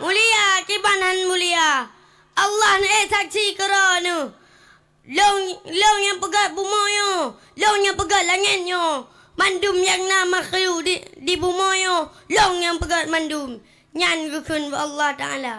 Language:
Achinese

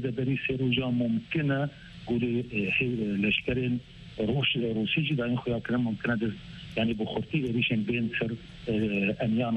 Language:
Kurdish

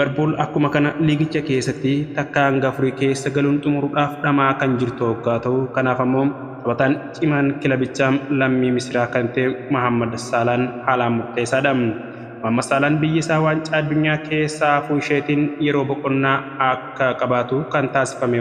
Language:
Oromo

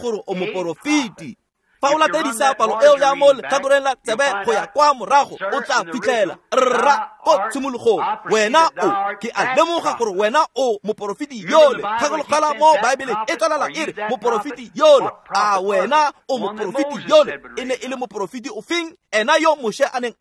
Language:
Tswana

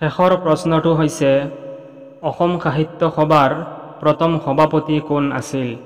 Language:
Assamese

